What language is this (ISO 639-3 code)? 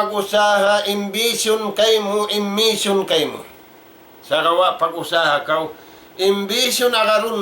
tsg